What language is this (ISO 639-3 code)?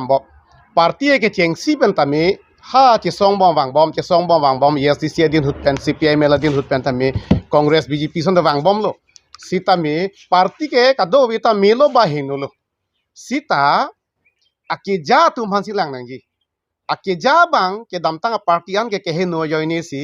mjw